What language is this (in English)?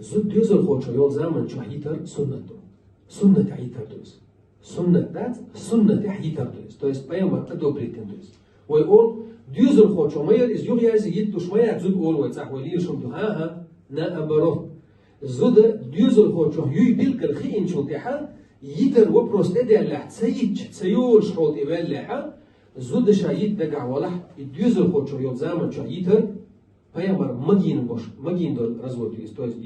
Chechen